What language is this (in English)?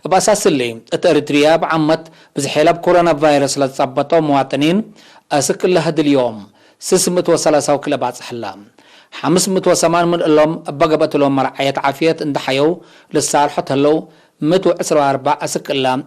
Tigre